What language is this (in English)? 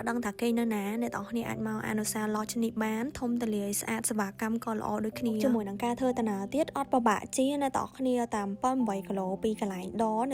Khmer